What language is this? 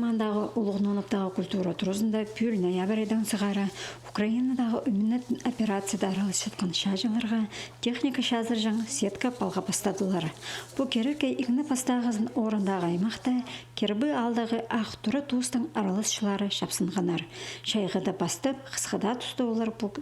Khakas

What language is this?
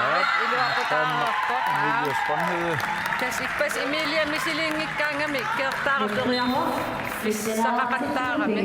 Kalaallisut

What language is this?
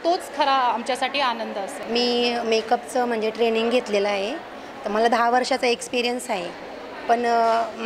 Marathi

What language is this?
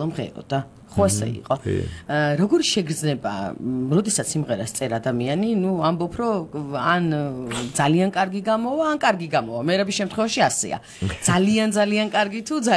Georgian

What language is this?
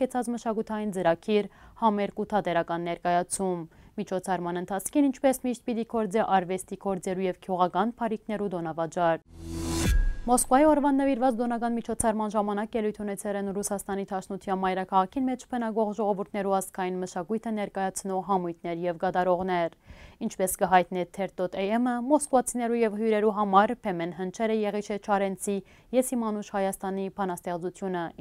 Western Armenian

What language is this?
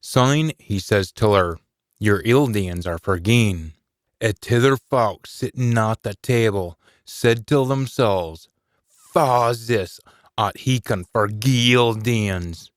Scots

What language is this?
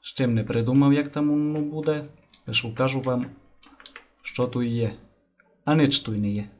Rusyn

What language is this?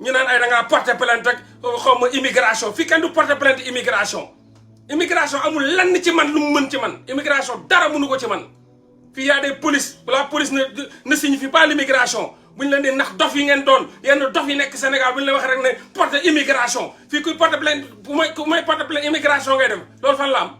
Wolof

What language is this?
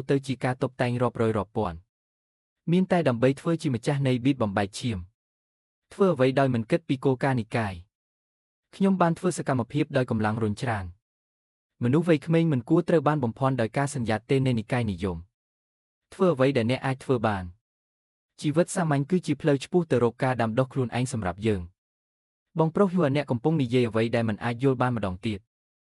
Khmer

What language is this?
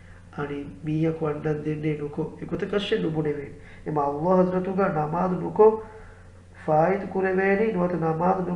Divehi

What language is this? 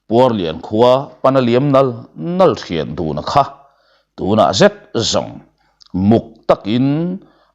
Mizo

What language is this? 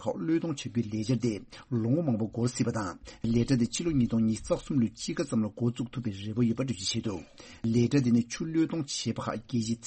Tibetan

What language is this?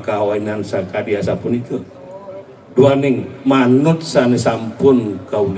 Balinese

